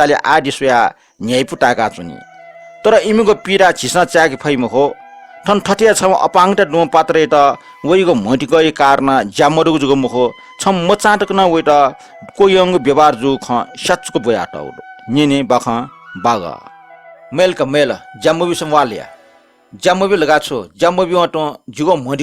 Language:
Newari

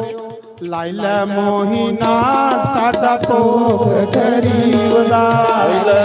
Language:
Dogri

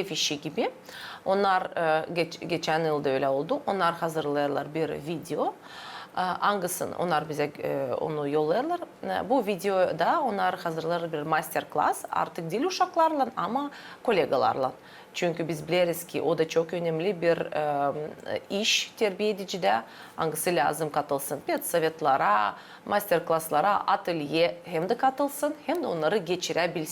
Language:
Gagauz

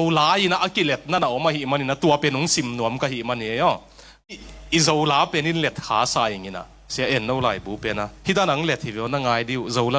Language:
Tedim Chin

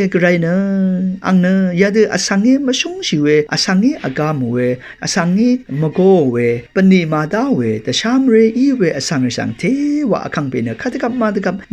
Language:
Rawang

